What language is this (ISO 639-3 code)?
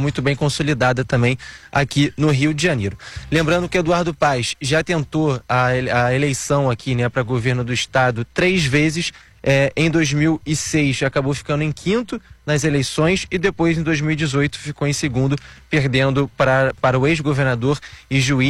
por